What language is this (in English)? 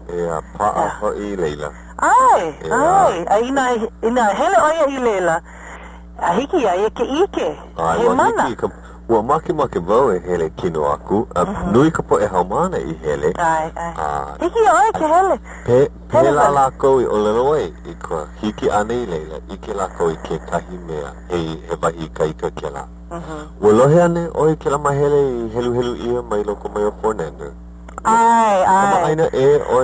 Hawaiian